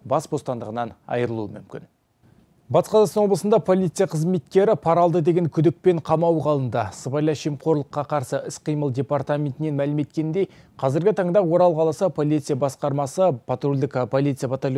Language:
Kazakh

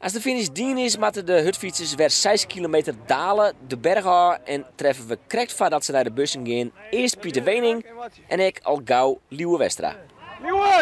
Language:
Western Frisian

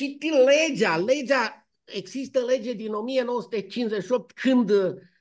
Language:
Romanian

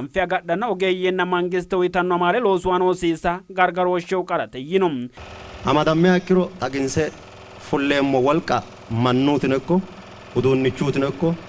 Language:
Sidamo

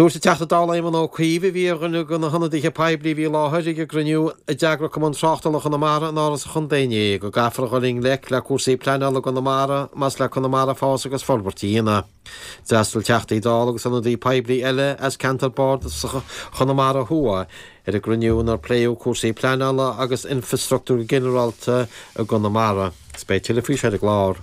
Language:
Irish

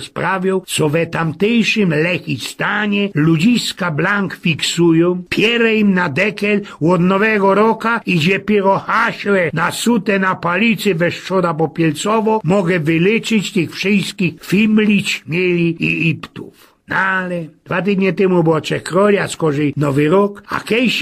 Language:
Silesian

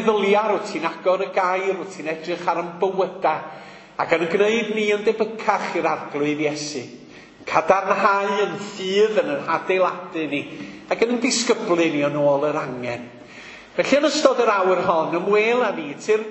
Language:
Welsh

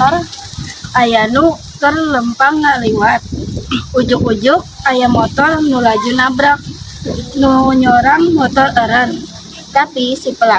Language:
Sundanese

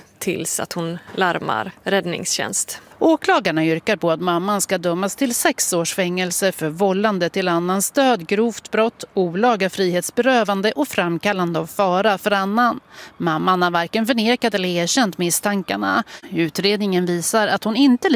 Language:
Swedish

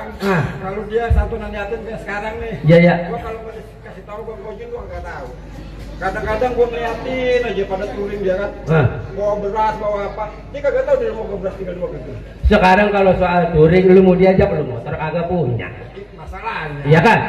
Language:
Betawi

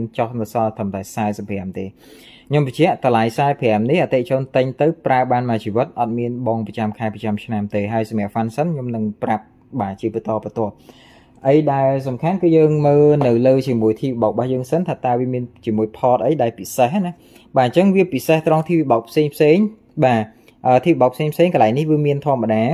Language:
Khmer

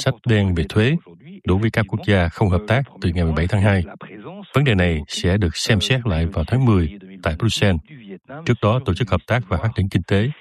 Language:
Vietnamese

